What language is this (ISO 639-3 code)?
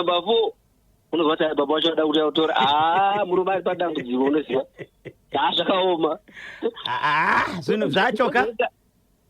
sna